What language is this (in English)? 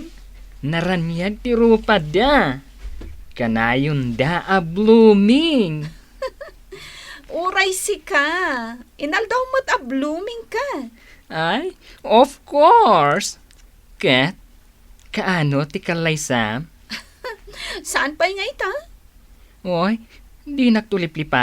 Iloko